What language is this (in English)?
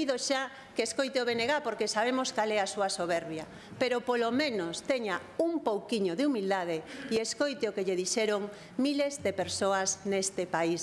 Galician